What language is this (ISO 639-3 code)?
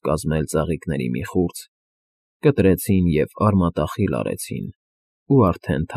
hye